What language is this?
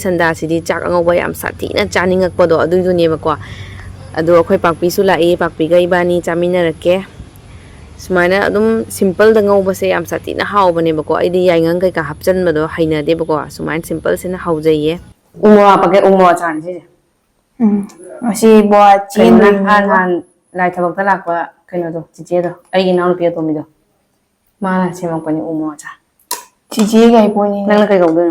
Manipuri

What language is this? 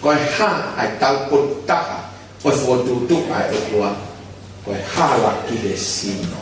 Tongan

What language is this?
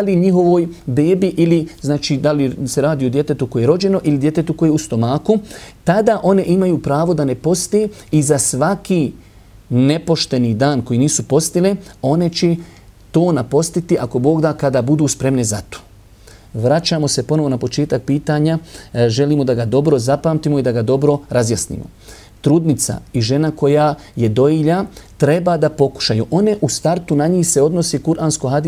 Bosnian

